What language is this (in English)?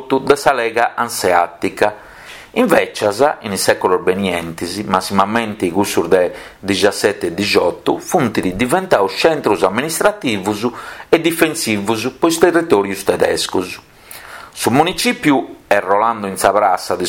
Sardinian